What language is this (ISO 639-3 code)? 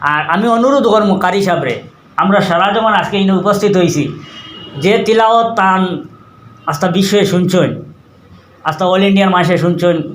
syl